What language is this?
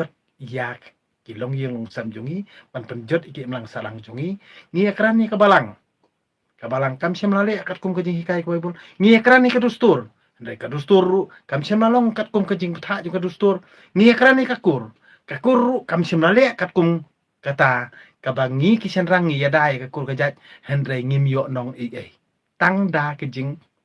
Khasi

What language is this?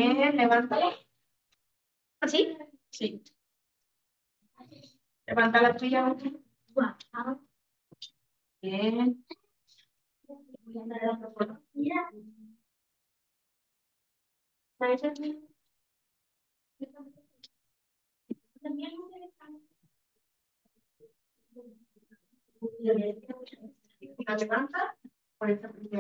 Spanish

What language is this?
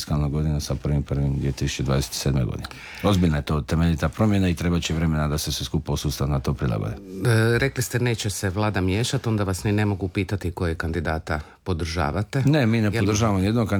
Croatian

